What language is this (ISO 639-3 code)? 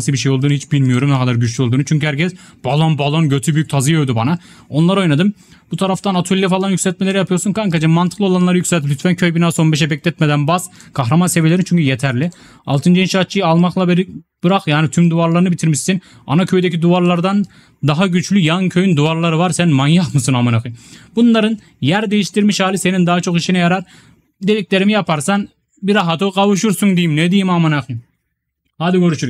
tur